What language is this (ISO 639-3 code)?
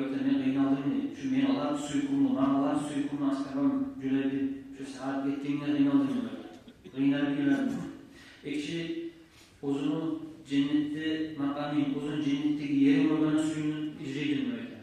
kum